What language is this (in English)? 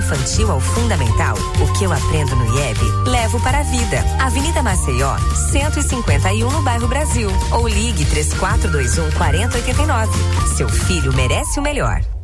Portuguese